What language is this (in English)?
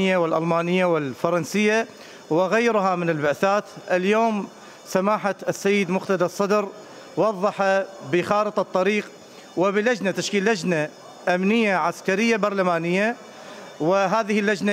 Mesopotamian Arabic